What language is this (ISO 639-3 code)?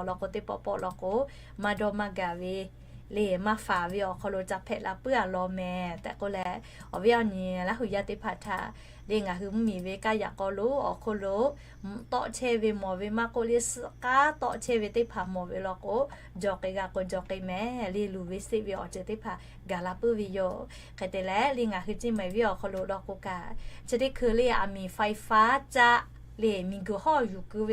lhu